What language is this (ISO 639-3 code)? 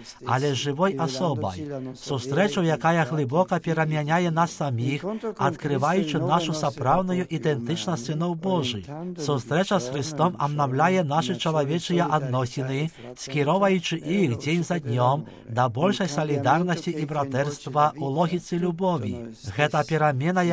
bel